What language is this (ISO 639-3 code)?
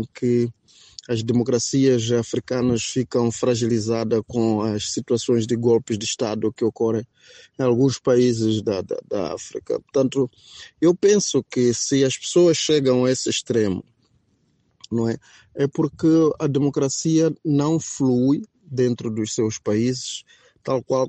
por